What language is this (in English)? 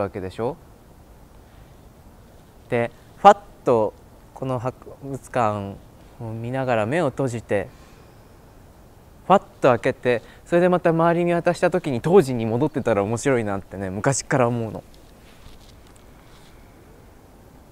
Japanese